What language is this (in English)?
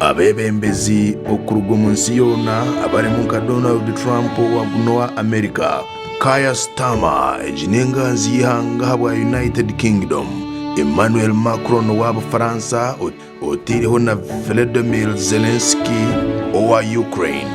Nyankole